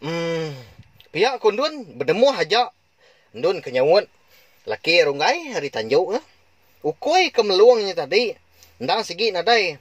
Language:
Iban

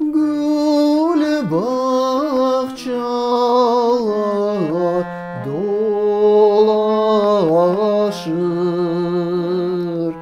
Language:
Crimean Tatar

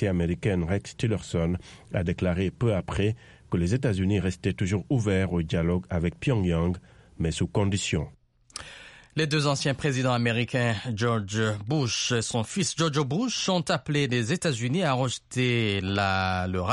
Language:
French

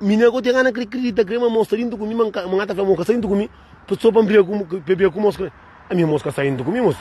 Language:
Kabuverdianu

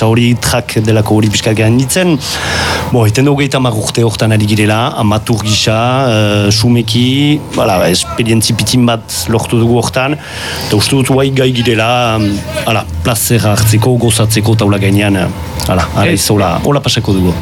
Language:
Basque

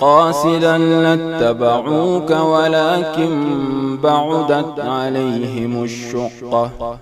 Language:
Fula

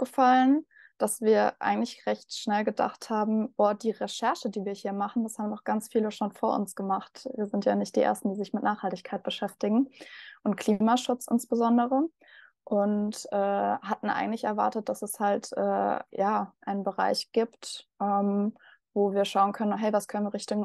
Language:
German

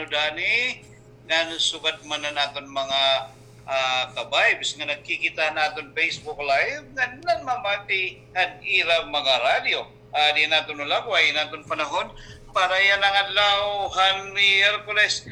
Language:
Waray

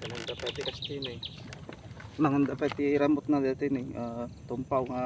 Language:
Iloko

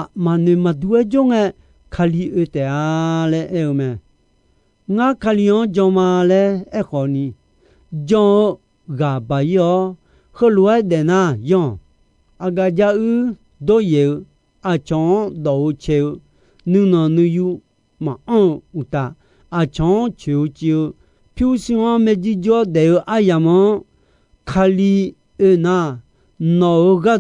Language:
Akha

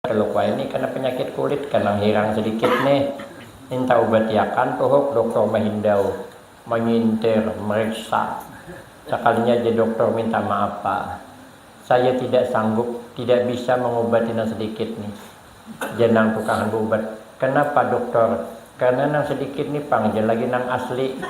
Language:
Banjar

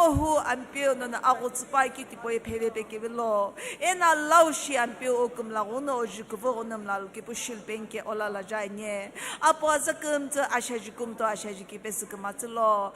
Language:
Sumi Naga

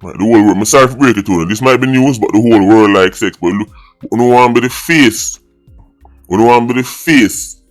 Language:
Jamaican Creole English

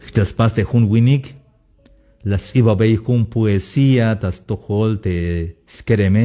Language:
Tzeltal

